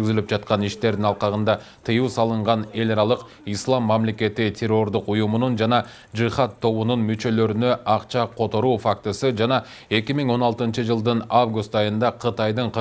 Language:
Kyrgyz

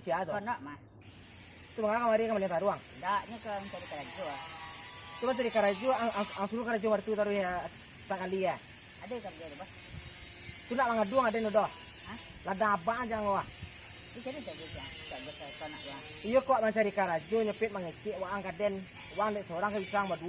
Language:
Minangkabau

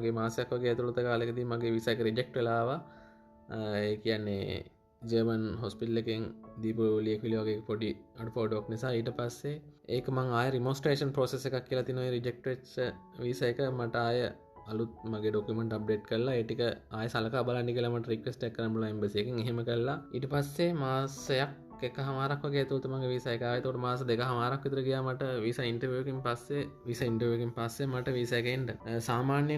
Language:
Sinhala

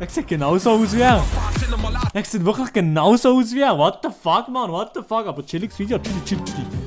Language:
Swiss German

